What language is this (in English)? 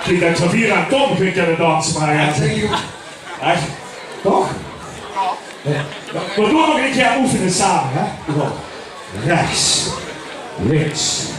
Limburgish